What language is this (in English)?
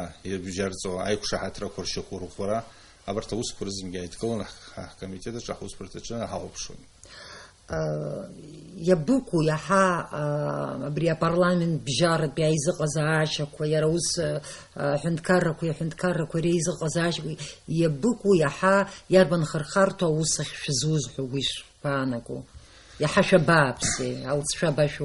Abkhazian